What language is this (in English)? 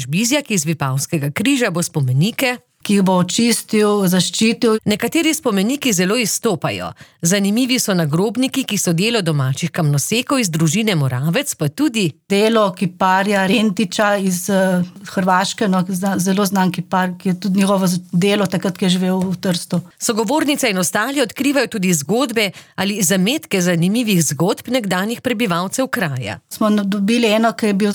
Slovenian